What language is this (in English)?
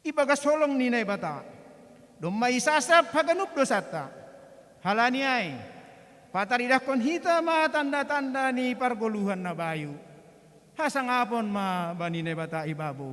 Batak Simalungun